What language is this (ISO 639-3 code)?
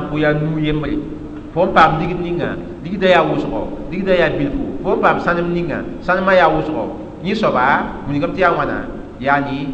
mos